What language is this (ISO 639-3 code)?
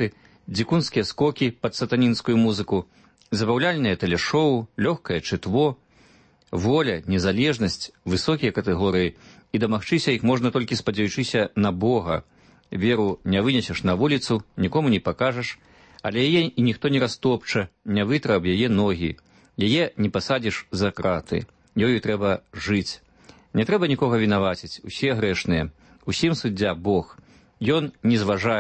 bel